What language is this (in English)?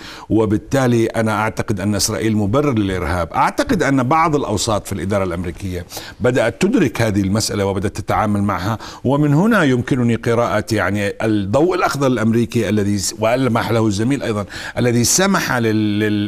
Arabic